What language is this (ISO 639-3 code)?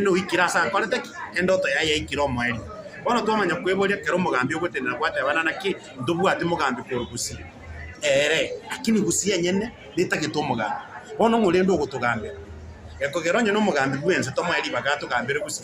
guz